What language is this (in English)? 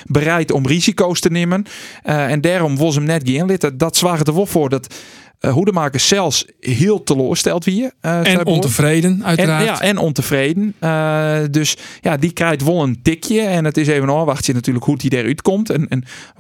Western Frisian